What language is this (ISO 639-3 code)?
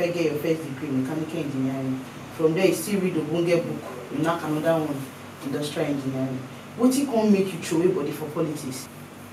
pcm